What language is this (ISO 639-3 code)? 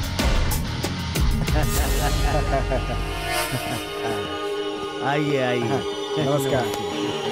hin